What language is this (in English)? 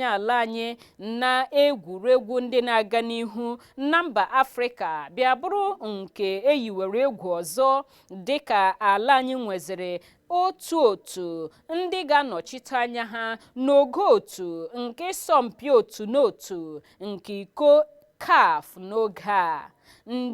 Igbo